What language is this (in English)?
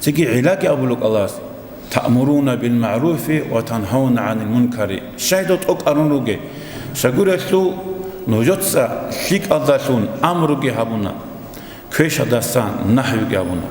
Avaric